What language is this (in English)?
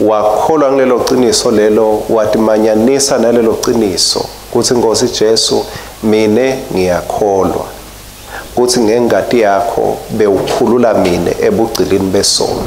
Swati